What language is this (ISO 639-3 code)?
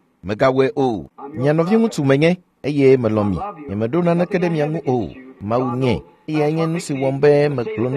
ewe